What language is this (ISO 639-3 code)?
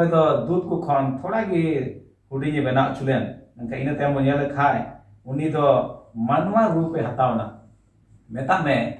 sat